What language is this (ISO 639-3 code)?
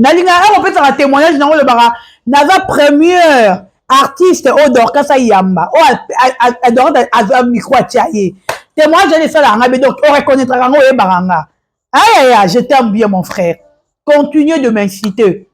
lin